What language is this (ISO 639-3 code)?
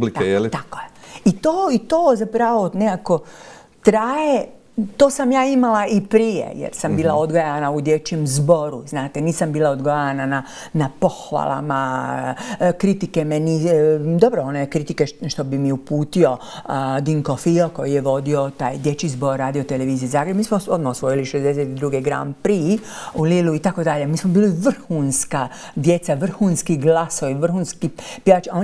hrv